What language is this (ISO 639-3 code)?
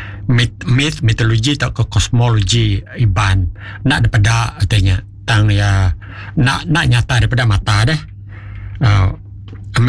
iba